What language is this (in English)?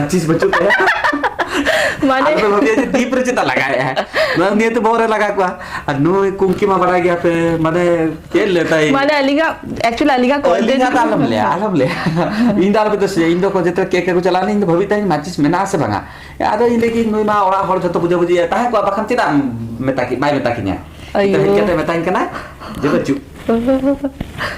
Santali